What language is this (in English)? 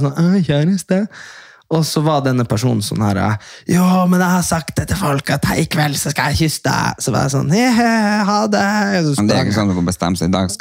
Norwegian